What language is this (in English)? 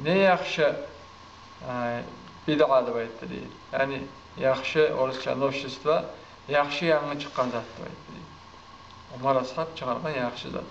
Kumyk